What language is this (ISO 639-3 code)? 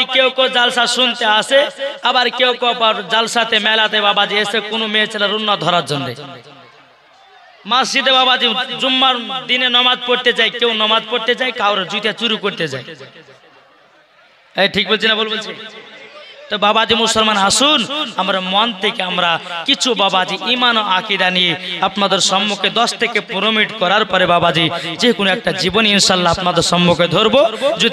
ben